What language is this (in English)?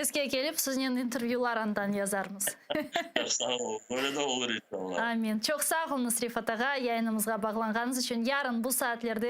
Crimean Tatar